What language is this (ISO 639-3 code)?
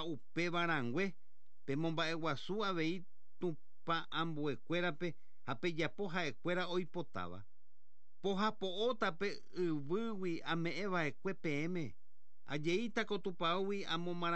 grn